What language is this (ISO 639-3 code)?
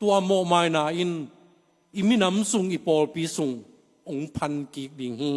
ctd